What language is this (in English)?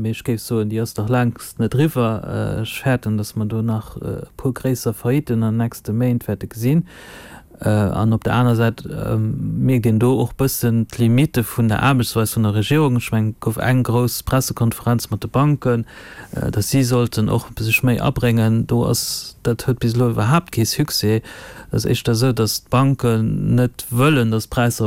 Luxembourgish